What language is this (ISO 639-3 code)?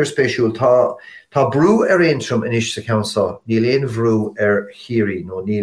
gle